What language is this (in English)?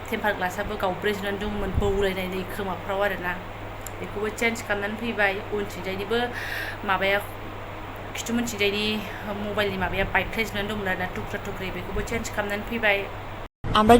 Bodo